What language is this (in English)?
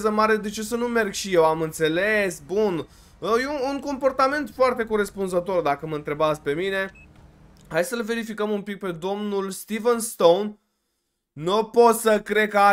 Romanian